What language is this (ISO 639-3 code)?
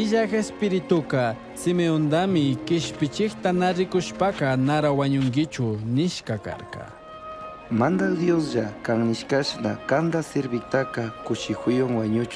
qug